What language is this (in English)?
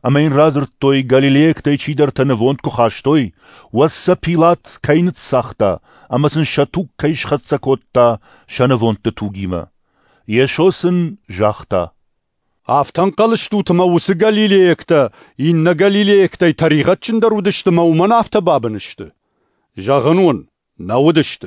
Ossetic